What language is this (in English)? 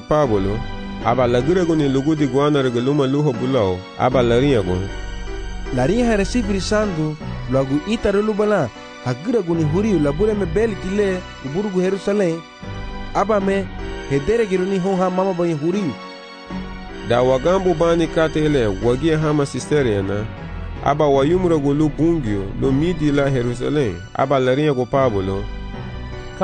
Garifuna